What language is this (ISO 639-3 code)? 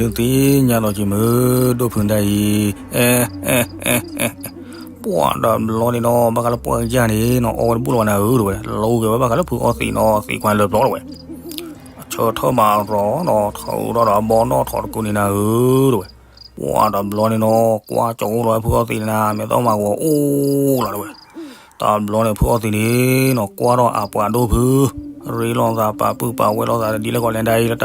ksw